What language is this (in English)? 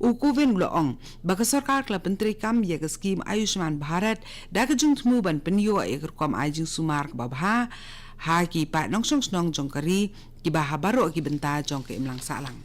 Khasi